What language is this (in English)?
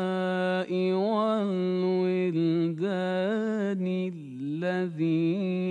Bangla